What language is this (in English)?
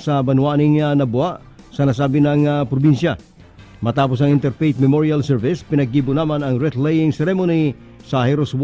Bikol